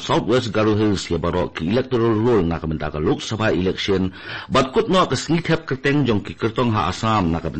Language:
Khasi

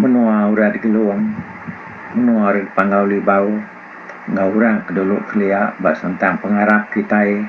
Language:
Iban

